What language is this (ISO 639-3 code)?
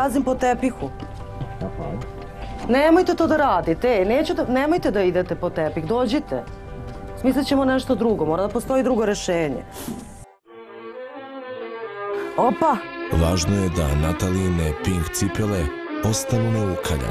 srp